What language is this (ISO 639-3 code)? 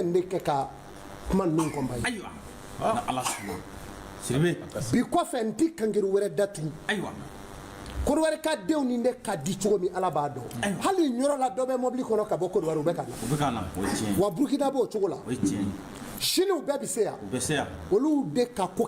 bam